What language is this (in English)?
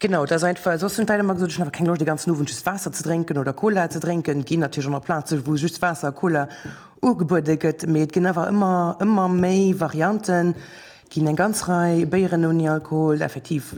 Luxembourgish